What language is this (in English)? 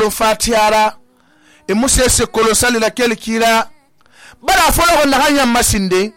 Susu